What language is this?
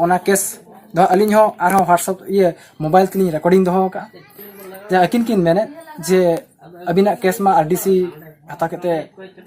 Santali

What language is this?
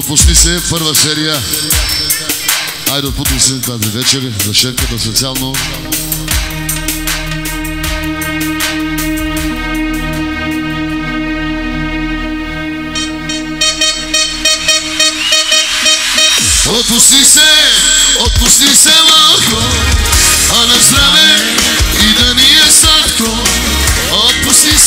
Bulgarian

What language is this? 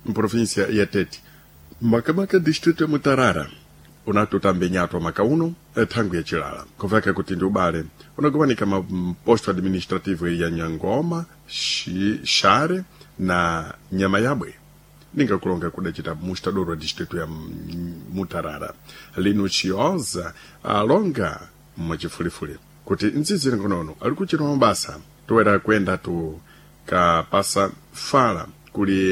Sena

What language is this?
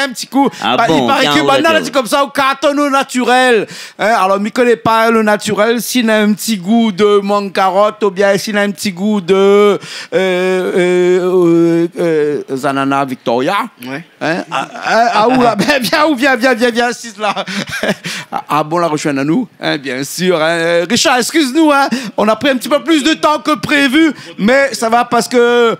Réunion Creole French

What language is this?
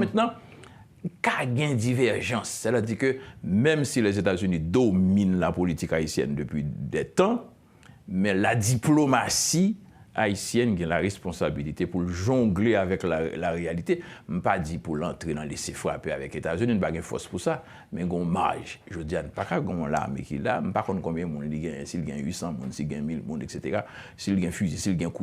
Haitian Creole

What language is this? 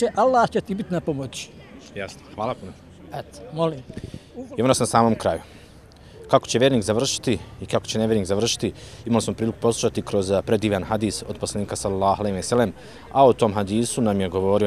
Bosnian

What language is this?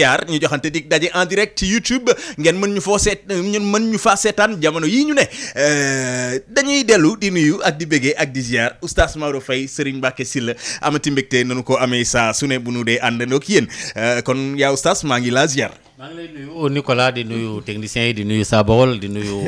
Wolof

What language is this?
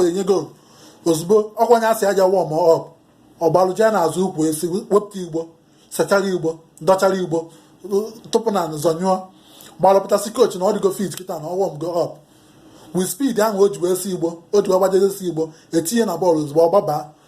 Igbo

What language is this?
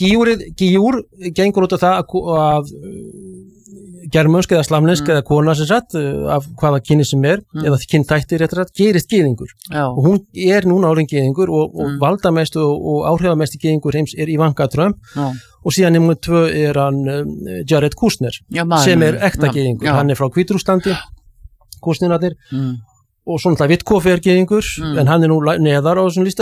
Icelandic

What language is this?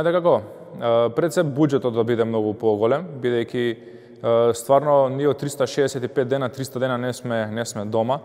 Macedonian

